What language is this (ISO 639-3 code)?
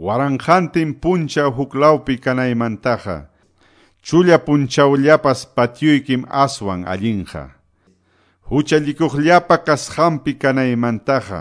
que